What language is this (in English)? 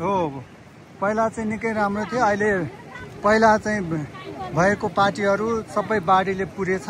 Nepali